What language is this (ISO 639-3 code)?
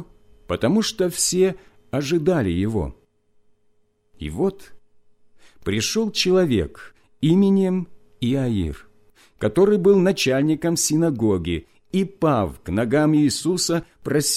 rus